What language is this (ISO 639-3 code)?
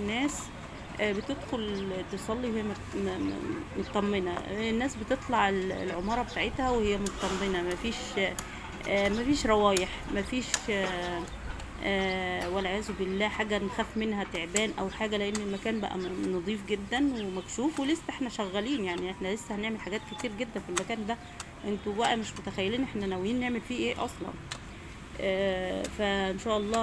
arz